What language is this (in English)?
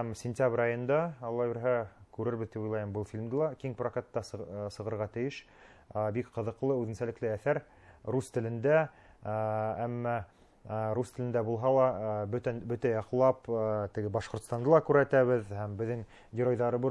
Bashkir